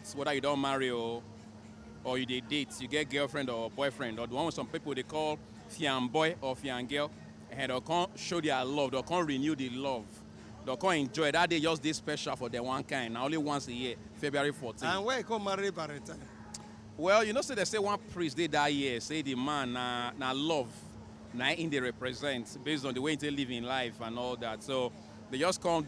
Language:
Nigerian Pidgin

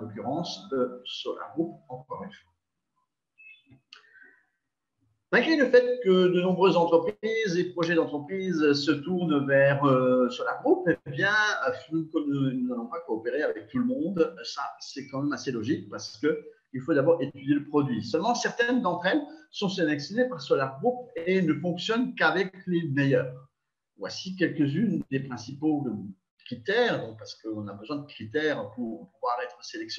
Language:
French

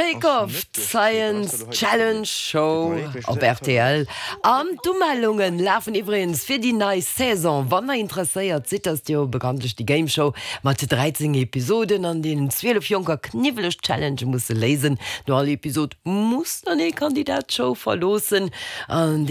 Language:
Luxembourgish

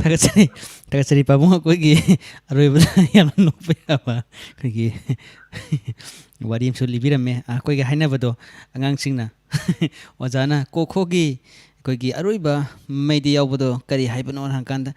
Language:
Manipuri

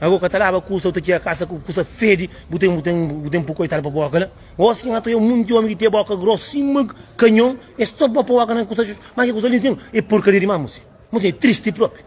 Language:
Kabuverdianu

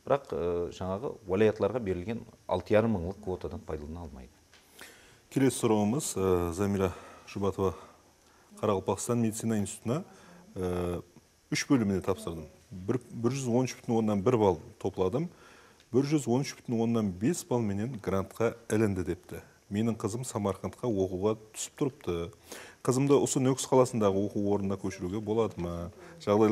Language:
Kara-Kalpak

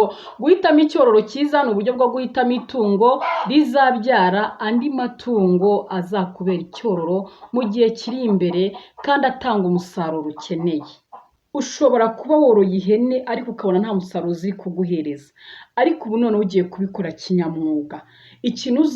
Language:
Kinyarwanda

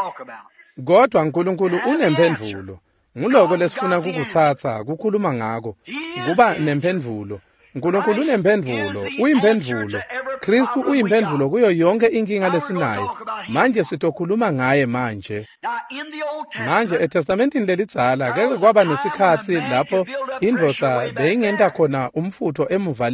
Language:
Swati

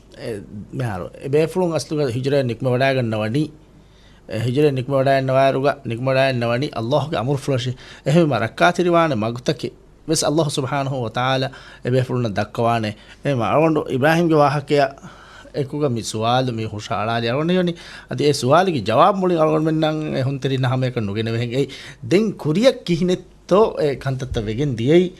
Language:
Divehi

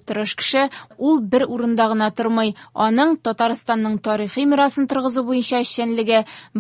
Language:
Tatar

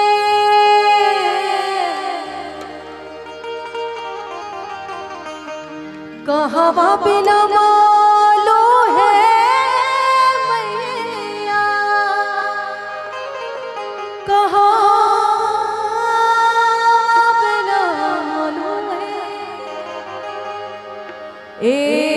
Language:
Bhojpuri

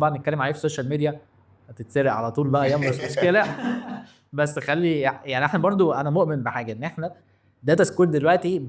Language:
Egyptian Arabic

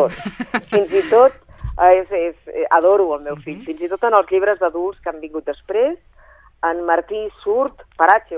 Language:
Catalan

